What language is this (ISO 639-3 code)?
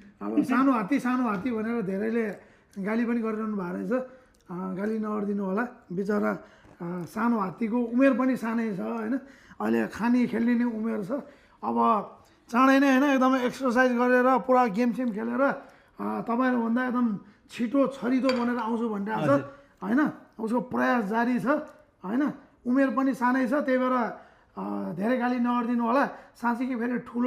nep